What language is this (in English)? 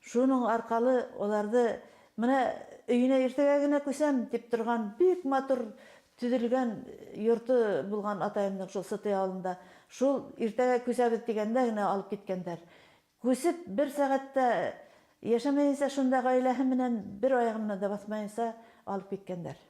Bashkir